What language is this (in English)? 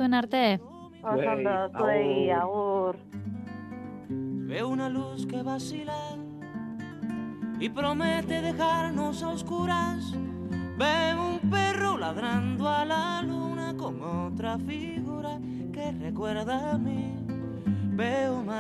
Basque